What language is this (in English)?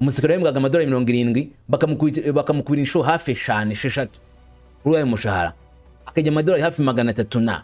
Kinyarwanda